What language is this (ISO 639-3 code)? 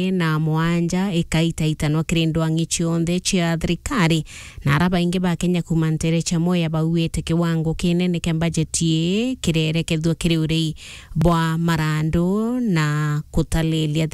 mer